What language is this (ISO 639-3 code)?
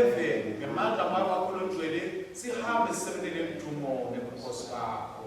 ssw